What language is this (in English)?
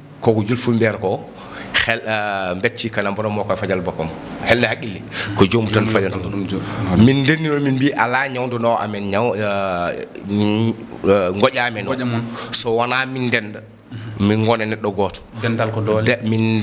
Fula